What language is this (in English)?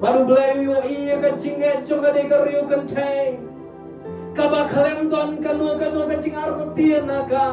Khasi